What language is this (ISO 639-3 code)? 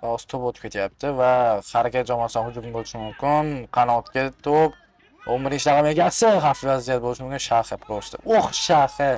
uzb